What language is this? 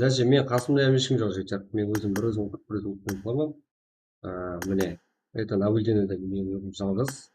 Kara-Kalpak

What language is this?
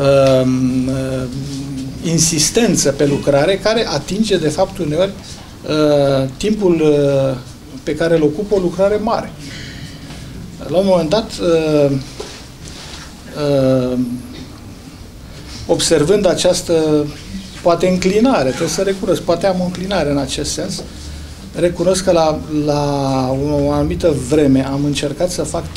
Romanian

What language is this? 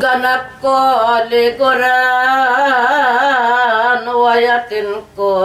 Pampanga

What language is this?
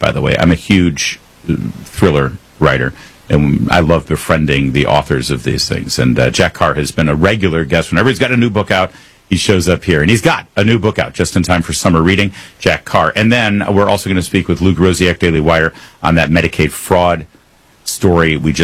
English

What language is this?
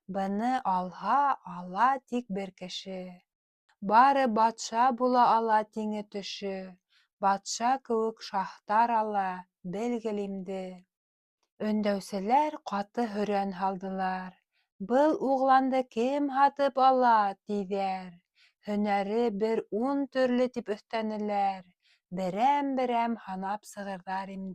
Bashkir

